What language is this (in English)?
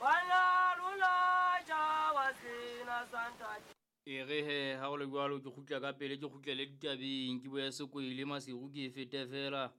Southern Sotho